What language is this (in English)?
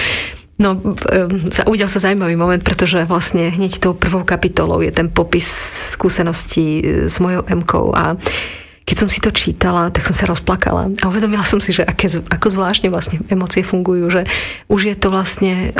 Slovak